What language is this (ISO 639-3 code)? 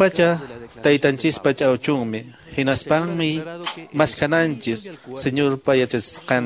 que